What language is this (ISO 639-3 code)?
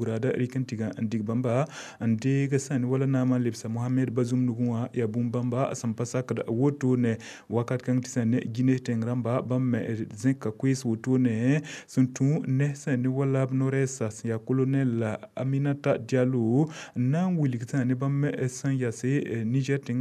mos